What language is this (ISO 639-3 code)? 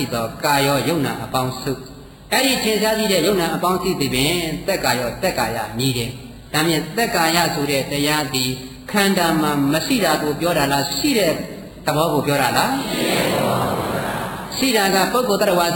mya